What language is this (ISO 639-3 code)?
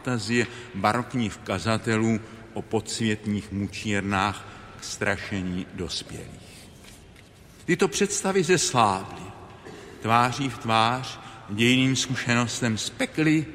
ces